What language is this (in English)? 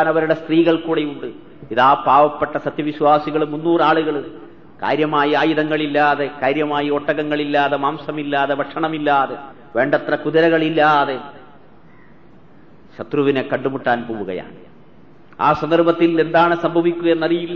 Malayalam